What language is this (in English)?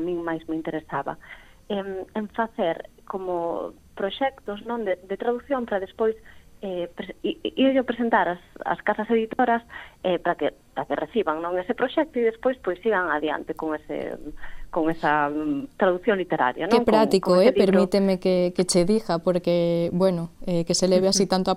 Galician